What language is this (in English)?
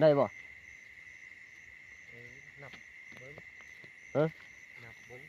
Northeastern Thai